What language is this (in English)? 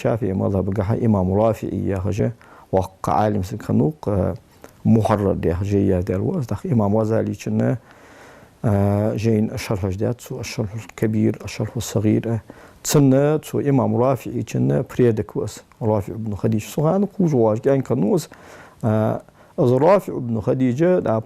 Ingush